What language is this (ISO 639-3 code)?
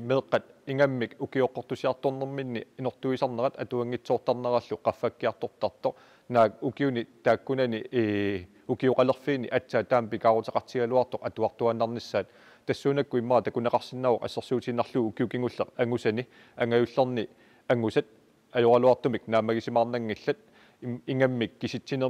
kal